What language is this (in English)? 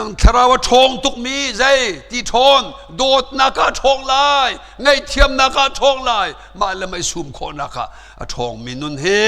Hakha Chin